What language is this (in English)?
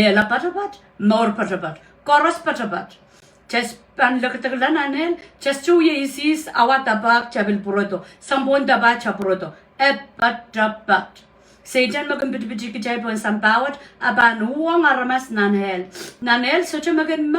Pohnpeian